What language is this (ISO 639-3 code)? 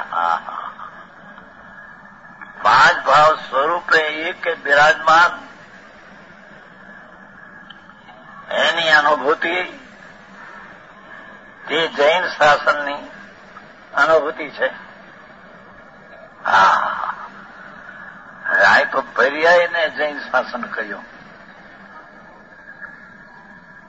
guj